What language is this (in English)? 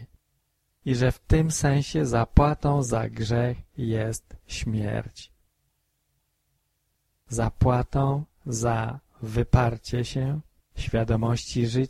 Polish